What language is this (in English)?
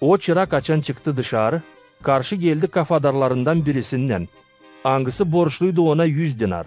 Gagauz